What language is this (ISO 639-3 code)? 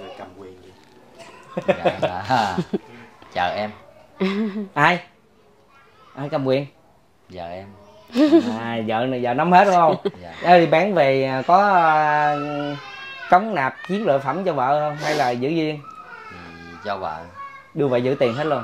vie